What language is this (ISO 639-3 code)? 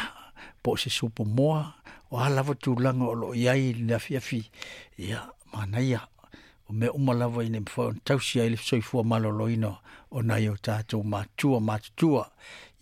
smo